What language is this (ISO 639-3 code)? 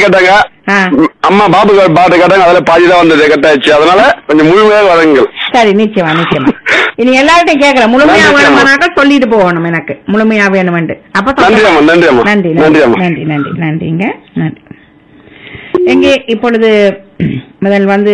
tam